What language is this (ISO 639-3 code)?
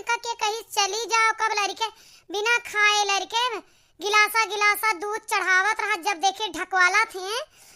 awa